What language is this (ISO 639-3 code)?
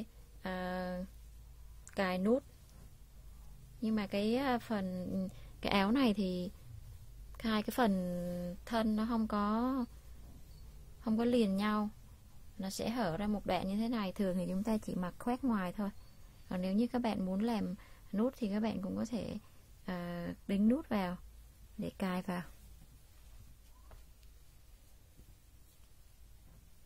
vie